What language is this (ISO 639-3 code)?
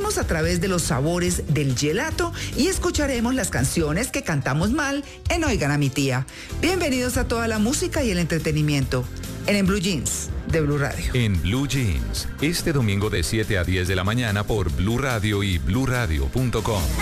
spa